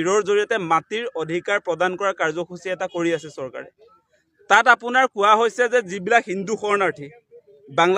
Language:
Assamese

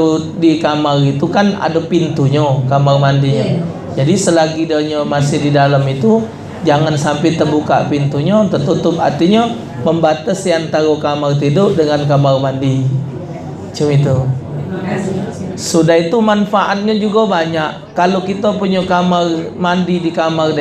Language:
Musi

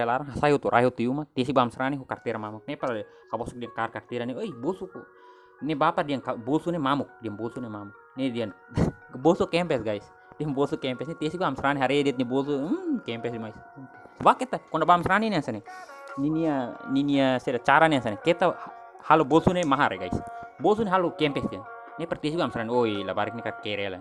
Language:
Tetum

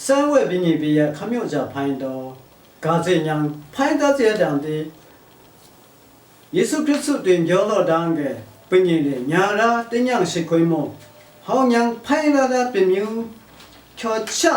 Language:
Lashi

